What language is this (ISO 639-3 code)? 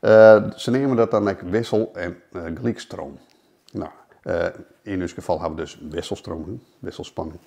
fry